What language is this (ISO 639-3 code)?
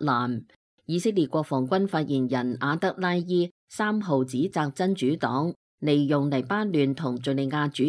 yue